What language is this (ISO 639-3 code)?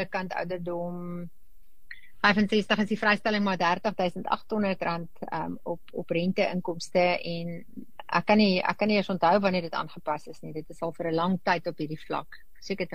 afr